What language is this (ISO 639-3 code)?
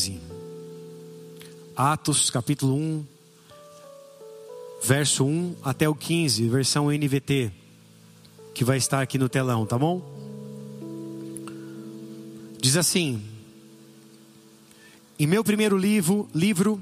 por